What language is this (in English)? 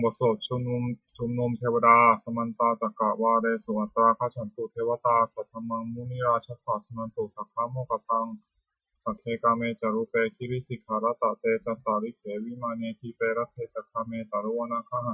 Pali